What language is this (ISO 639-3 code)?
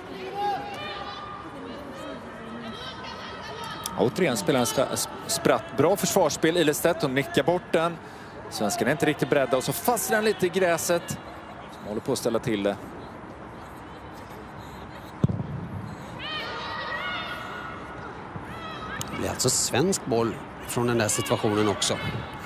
swe